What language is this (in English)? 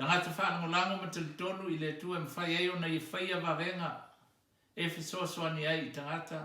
Samoan